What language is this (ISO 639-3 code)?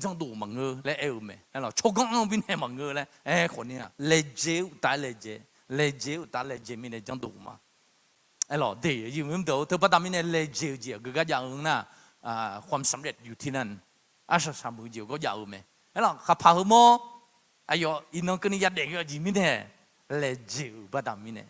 ahk